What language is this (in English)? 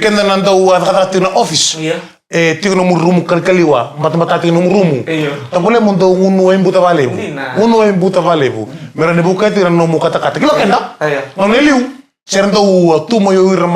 Fijian